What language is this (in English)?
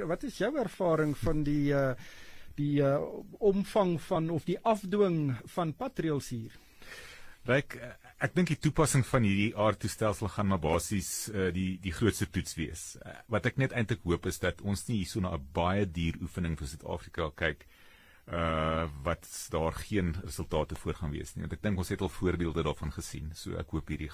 Afrikaans